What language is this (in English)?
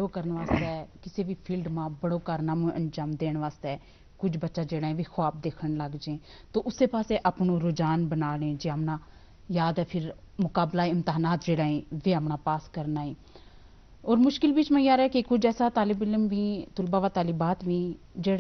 Gujari